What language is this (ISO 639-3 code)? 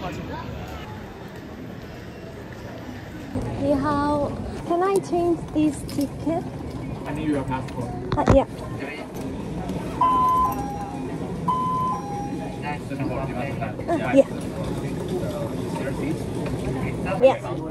kor